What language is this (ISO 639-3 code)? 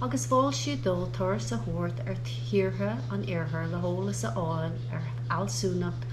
gle